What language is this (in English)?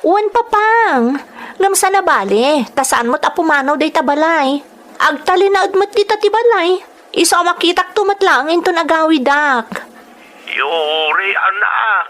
Iloko